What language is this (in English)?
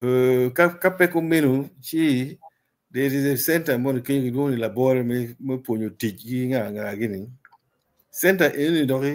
Acoli